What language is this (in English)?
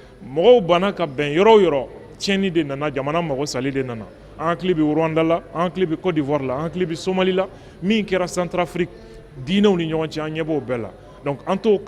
Bambara